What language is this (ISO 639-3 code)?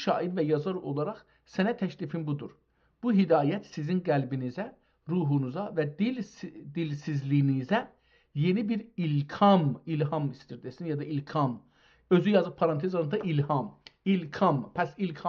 azb